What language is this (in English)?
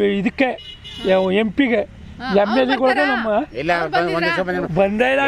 Kannada